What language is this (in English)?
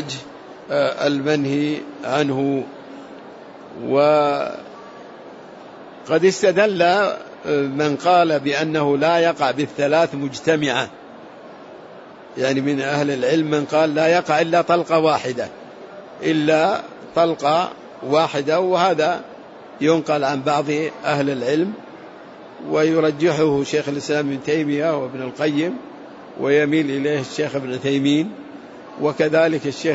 Arabic